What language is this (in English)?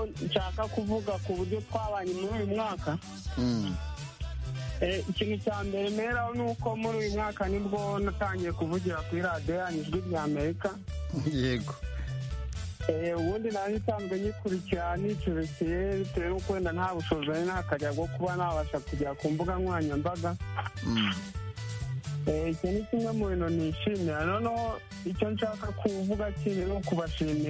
Kinyarwanda